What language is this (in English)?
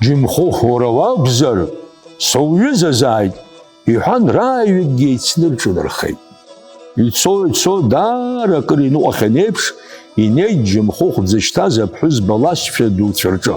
Abkhazian